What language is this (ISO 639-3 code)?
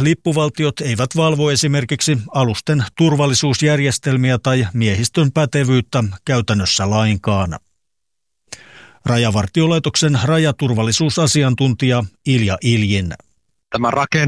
fin